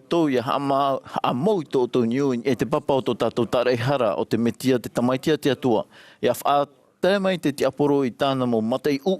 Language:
Tahitian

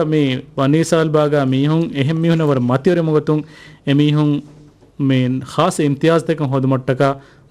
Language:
Divehi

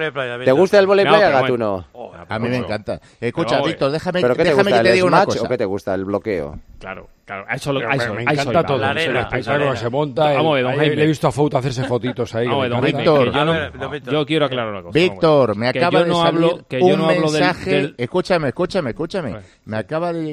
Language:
Spanish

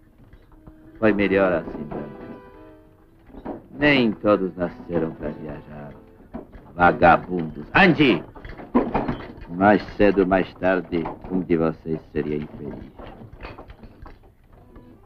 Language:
Portuguese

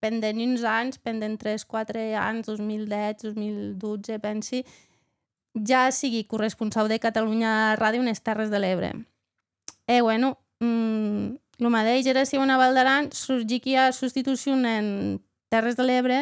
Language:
Occitan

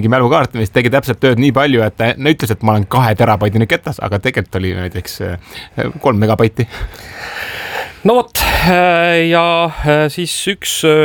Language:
Estonian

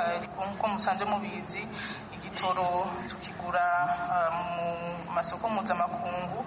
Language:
Kinyarwanda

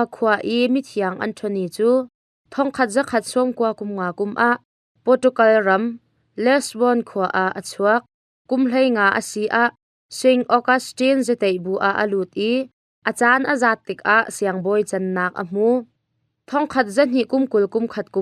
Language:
Hakha Chin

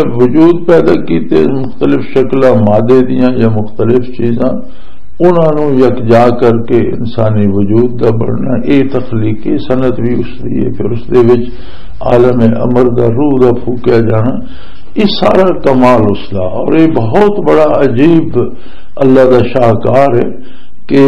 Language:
Western Panjabi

